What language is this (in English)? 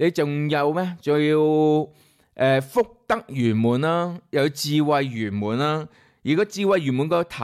Cantonese